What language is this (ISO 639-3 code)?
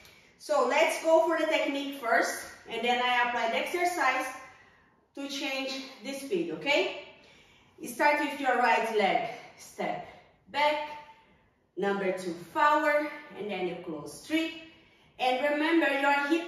eng